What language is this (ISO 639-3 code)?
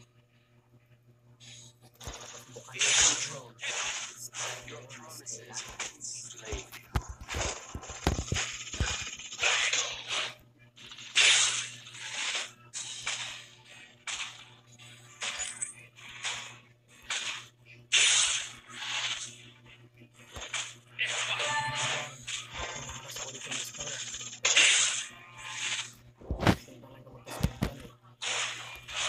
fil